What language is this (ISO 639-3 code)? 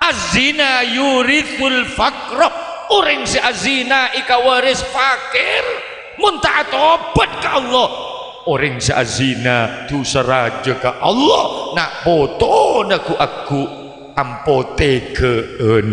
mad